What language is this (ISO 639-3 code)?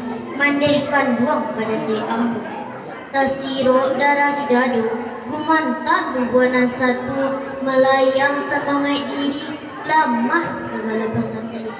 min